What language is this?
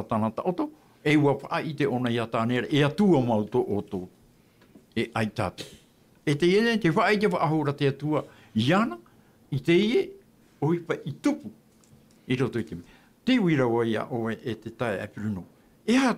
Tahitian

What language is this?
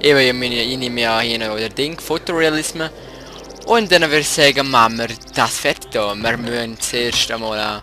Swiss German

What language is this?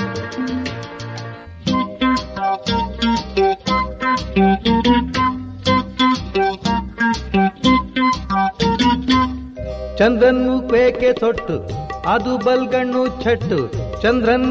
Kannada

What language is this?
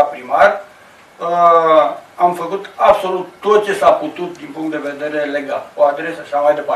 Romanian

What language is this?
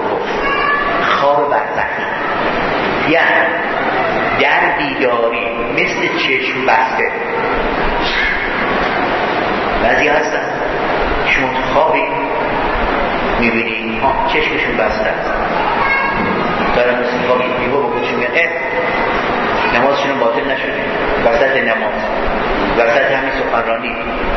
Persian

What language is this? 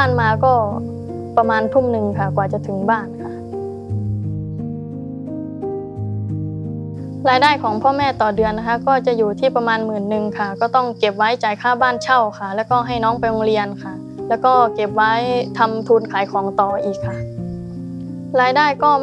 Thai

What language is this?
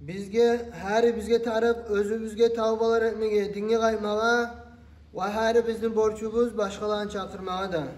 Kumyk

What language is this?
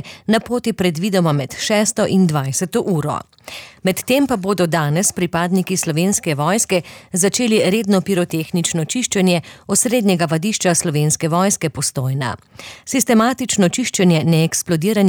Slovenian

